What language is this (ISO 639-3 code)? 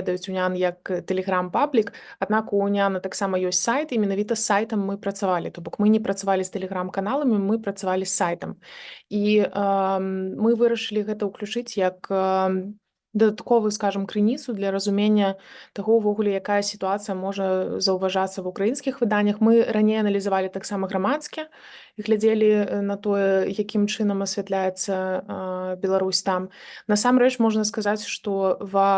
bel